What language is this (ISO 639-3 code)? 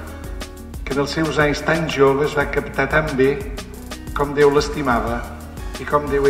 cat